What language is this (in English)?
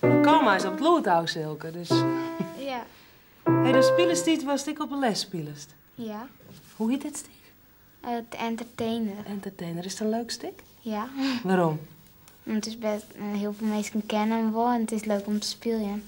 Western Frisian